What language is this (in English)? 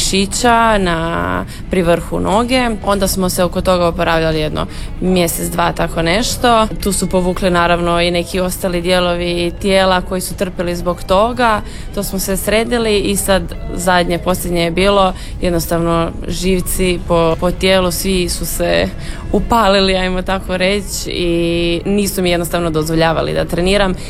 Croatian